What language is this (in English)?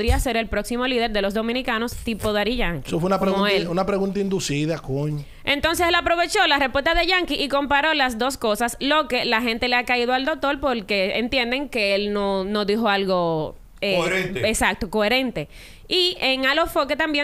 Spanish